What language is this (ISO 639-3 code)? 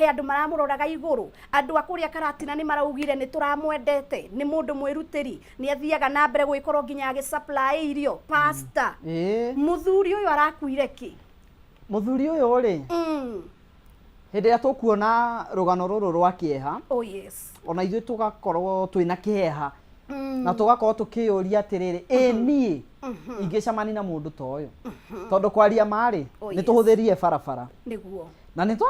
kik